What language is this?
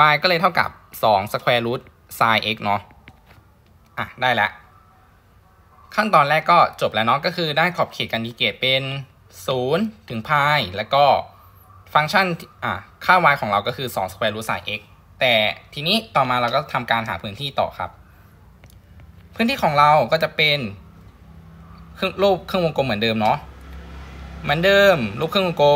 Thai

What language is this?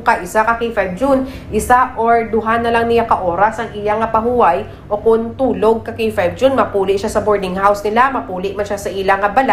Hiligaynon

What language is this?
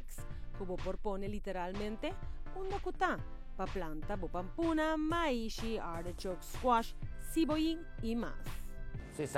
Papiamento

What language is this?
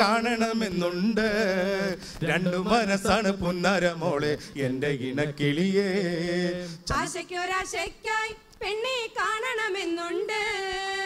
Malayalam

